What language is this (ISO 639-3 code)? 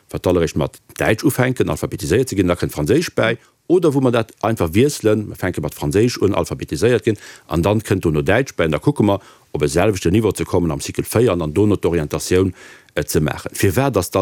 ltz